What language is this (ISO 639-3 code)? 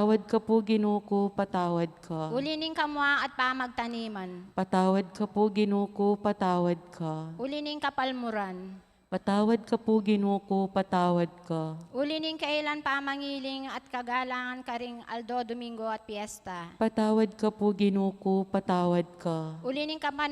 pam